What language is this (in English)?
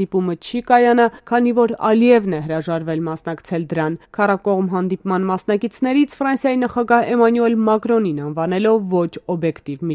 Armenian